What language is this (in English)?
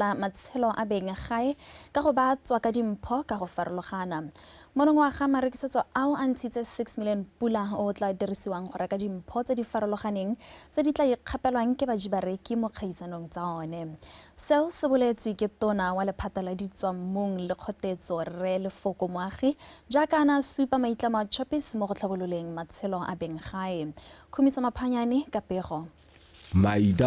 Tswana